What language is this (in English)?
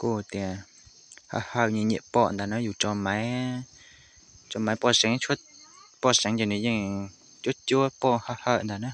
Hmong